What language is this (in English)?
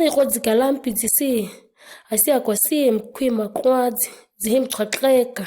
ǁGana